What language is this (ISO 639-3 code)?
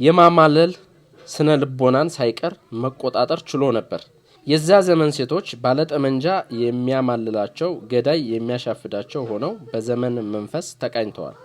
amh